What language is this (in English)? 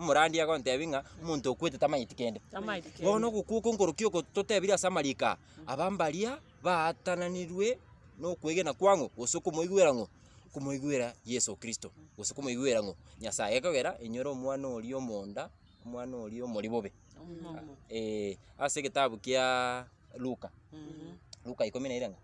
Gusii